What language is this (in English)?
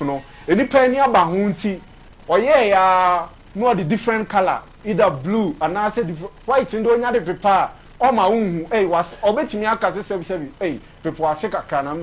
Akan